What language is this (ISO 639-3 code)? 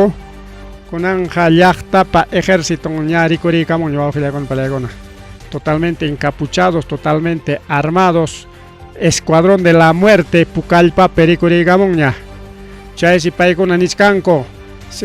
quy